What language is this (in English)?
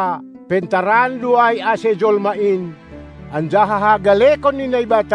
Batak Simalungun